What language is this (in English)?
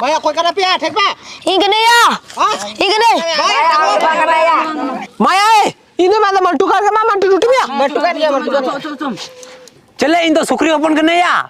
Santali